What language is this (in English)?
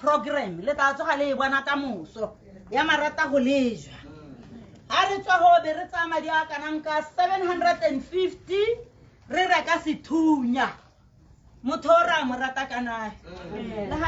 Tswana